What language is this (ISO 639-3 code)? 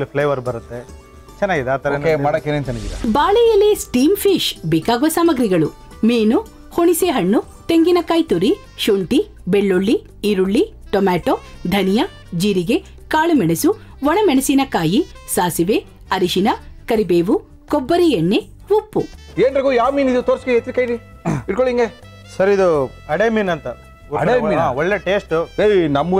kan